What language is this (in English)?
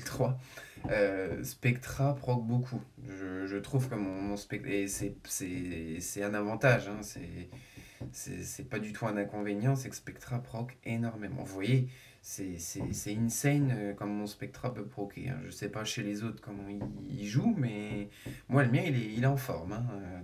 French